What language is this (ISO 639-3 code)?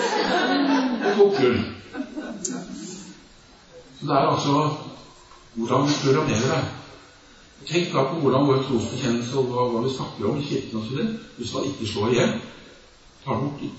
nor